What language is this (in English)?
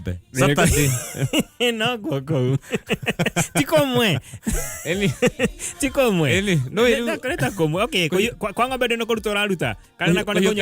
Kikuyu